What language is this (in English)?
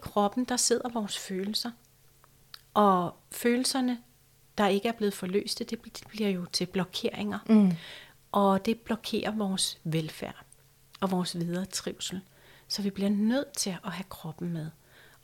Danish